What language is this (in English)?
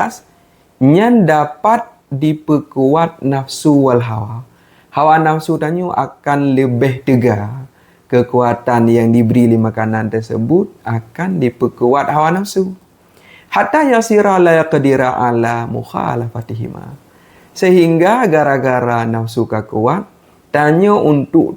Achinese